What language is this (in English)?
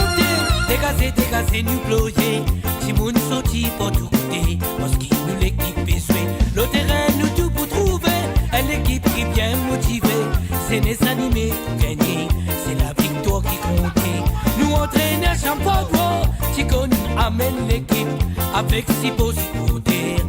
Morisyen